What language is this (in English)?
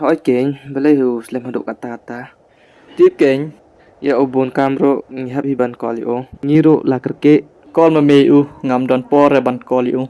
Khasi